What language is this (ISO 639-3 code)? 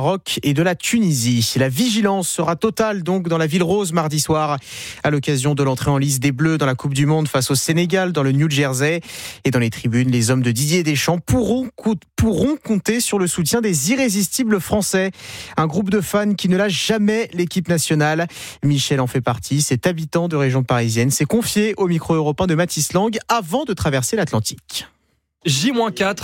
fra